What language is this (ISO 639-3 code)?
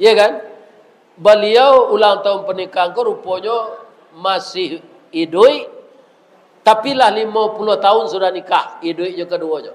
min